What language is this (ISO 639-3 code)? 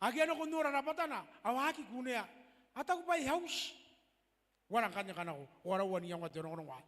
gil